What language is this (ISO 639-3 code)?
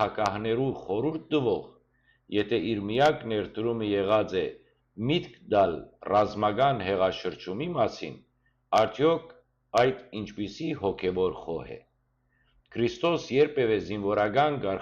hyw